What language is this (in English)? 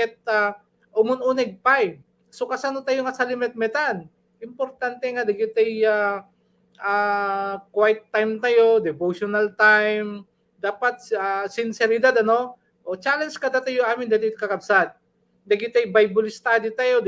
Iloko